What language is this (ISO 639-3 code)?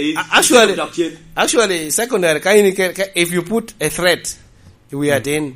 laj